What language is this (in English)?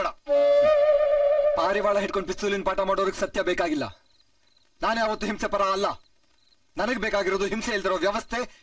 Kannada